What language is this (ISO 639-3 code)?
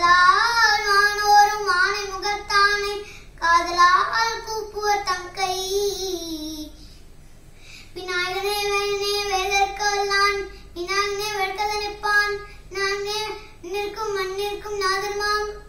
tam